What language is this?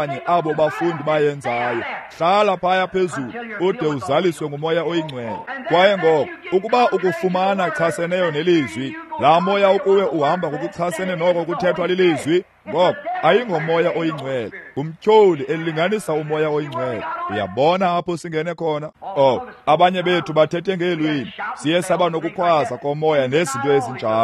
Xhosa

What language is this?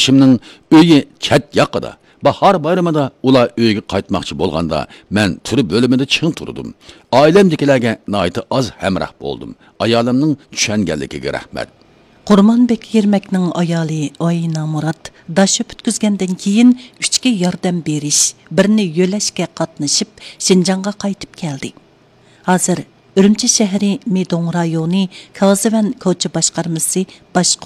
Uyghur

